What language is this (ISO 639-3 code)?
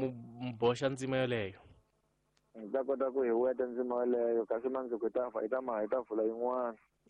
tso